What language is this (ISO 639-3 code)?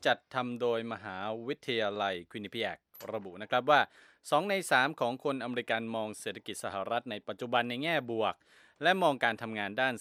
tha